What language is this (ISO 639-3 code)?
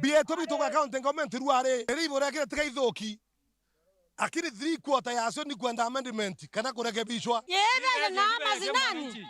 mer